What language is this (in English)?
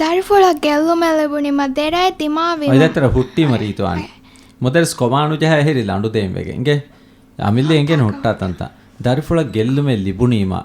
Divehi